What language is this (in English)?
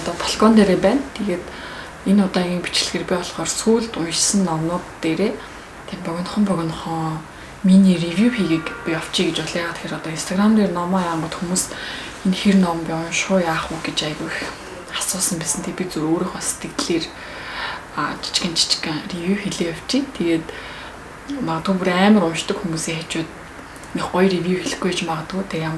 Mongolian